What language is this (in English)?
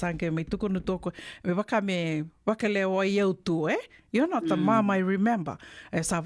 Fijian